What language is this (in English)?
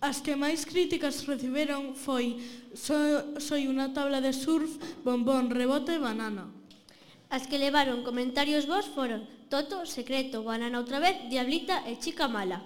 Galician